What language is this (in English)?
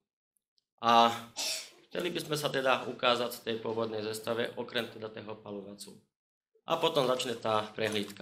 Slovak